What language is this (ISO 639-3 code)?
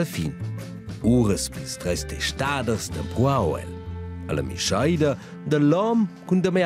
roh